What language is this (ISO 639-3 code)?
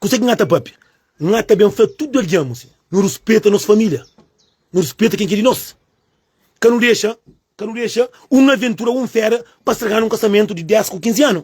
kea